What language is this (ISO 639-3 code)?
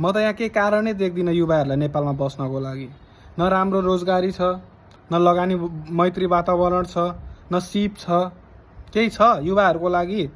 nep